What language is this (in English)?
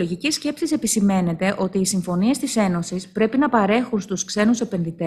Greek